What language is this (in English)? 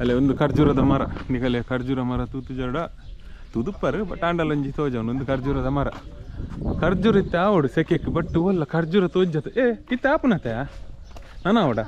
Tulu